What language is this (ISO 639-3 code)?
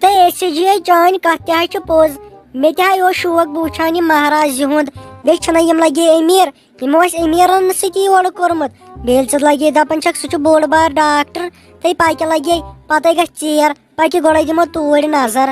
kas